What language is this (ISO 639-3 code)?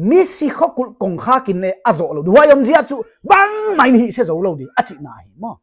pck